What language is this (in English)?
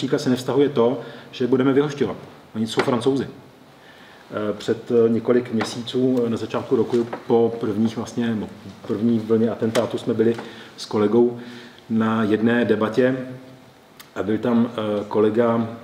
Czech